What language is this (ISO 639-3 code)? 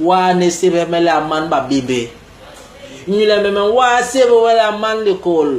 bas